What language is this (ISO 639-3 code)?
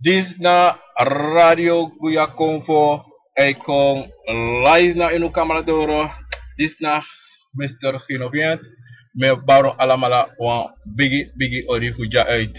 srn